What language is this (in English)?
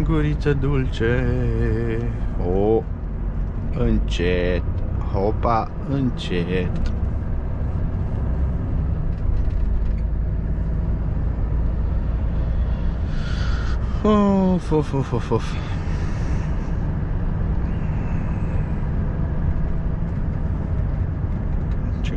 Romanian